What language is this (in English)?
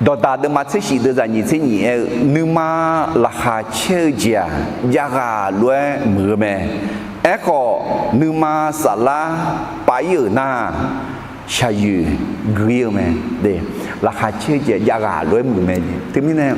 Akha